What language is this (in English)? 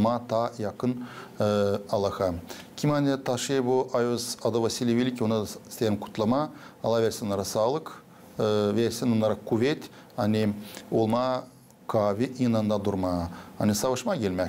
Gagauz